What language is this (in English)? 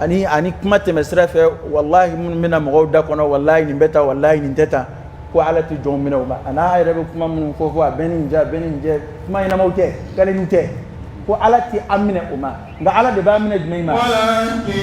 Dyula